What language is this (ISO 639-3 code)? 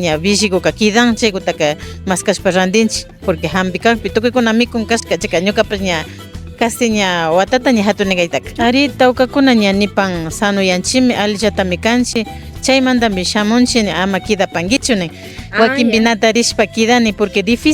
qvi